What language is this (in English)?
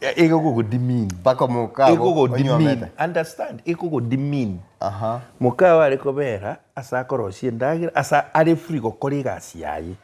Gusii